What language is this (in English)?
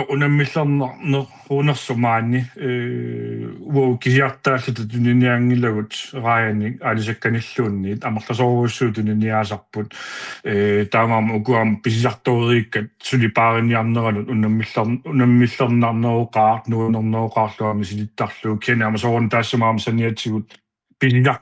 Kalaallisut